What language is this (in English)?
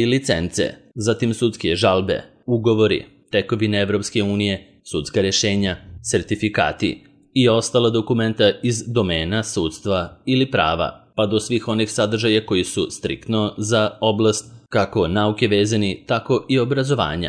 Serbian